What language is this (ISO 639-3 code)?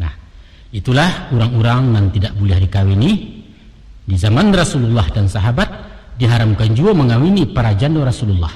min